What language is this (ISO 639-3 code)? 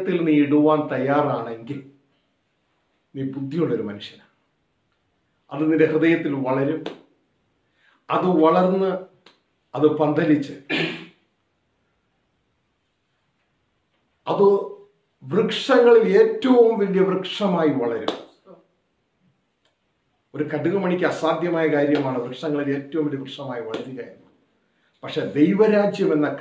mal